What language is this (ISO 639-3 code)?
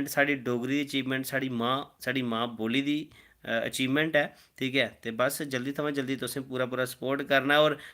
doi